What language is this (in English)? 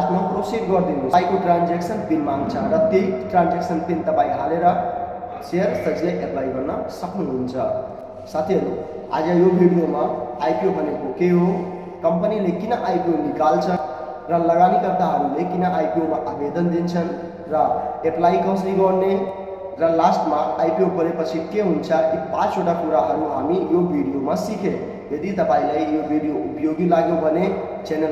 Nepali